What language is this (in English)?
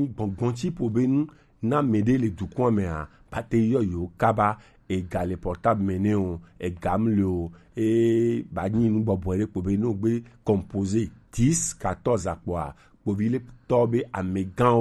Gen